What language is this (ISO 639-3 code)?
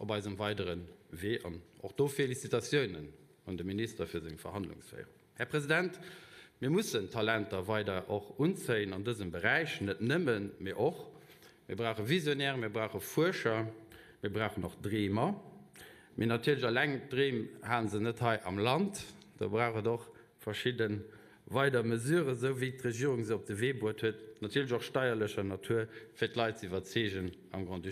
ltz